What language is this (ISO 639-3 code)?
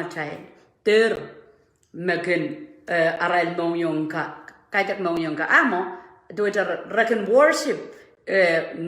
pon